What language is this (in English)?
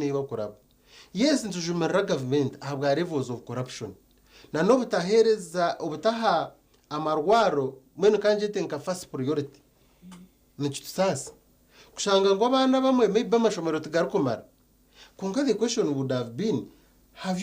Nyankole